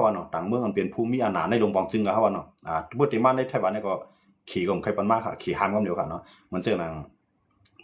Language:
Shan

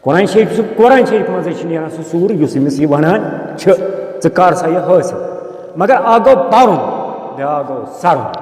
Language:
Kashmiri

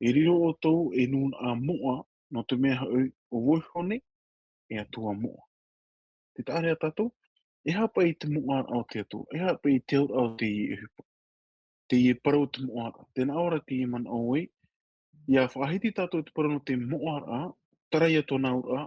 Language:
Tahitian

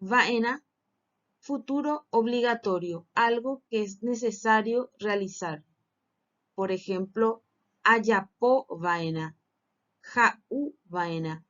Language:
Guarani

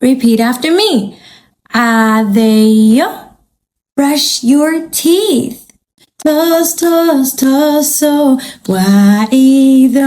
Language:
Somali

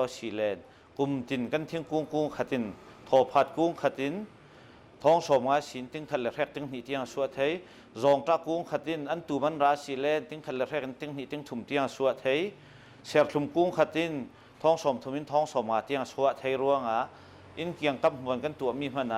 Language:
Hakha Chin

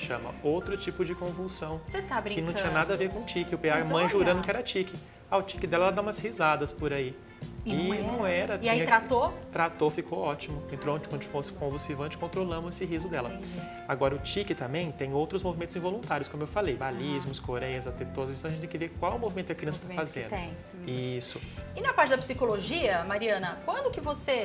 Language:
Portuguese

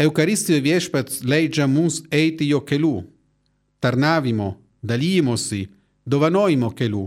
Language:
Lithuanian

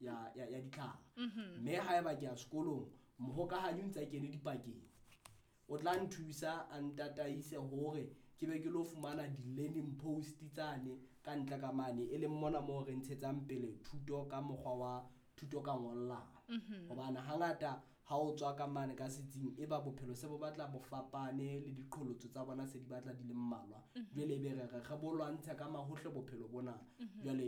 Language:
Southern Sotho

